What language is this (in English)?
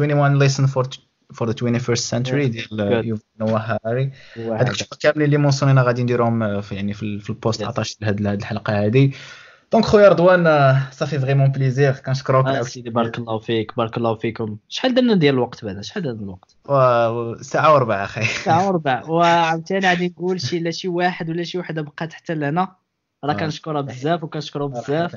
Moroccan Arabic